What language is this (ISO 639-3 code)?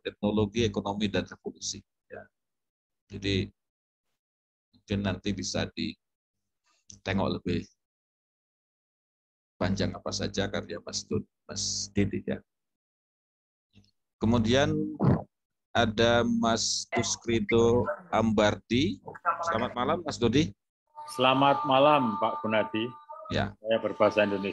ind